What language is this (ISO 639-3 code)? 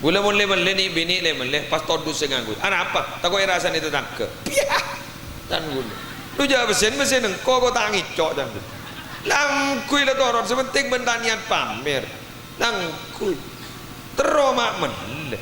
mad